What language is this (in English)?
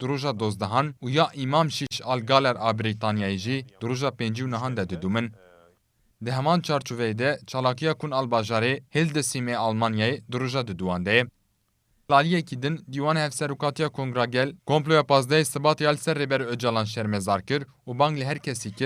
Kurdish